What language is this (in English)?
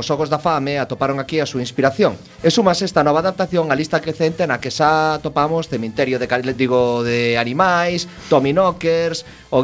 Galician